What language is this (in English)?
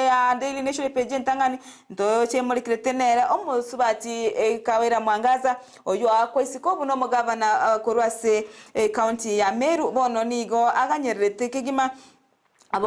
Gusii